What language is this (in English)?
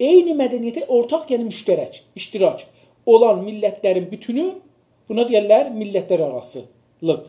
South Azerbaijani